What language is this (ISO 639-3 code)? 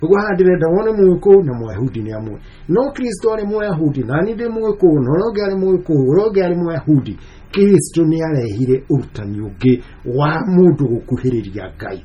kik